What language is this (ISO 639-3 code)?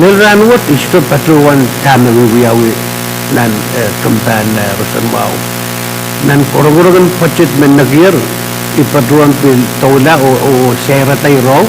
pon